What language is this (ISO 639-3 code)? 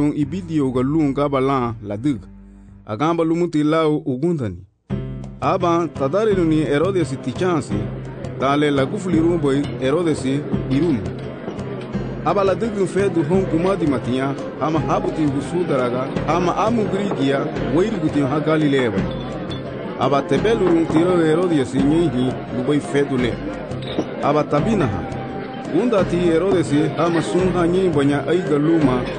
cab